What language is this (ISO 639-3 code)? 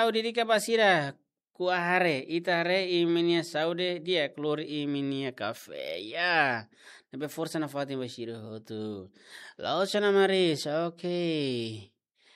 tet